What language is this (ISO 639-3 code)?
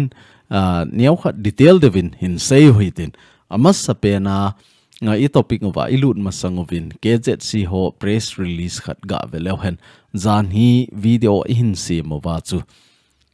tcz